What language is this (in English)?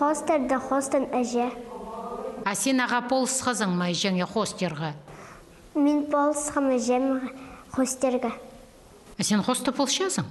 Khakas